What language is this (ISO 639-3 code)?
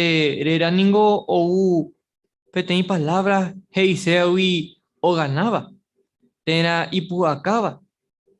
grn